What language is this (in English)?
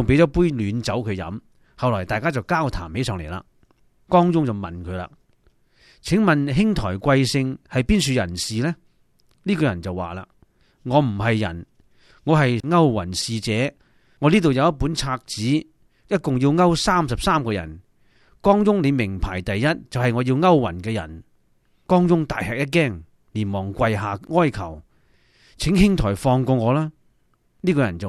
Cantonese